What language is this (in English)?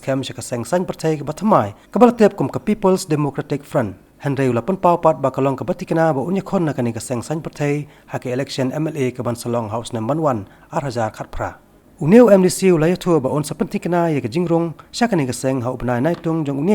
Khasi